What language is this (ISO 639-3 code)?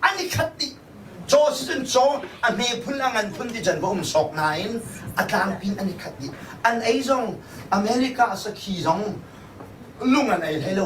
cnh